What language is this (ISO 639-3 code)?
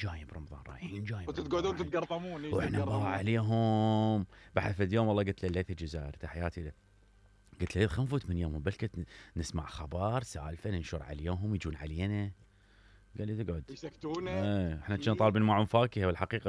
acm